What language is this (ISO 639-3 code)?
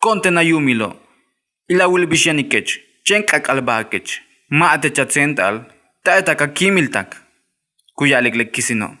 yua